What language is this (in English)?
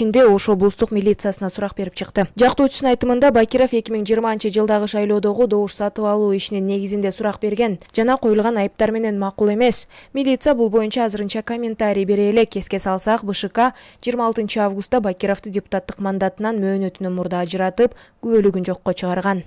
Kyrgyz